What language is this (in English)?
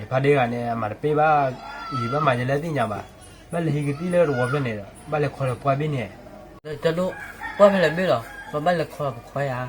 S'gaw Karen